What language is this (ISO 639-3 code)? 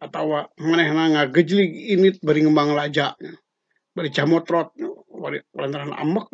sun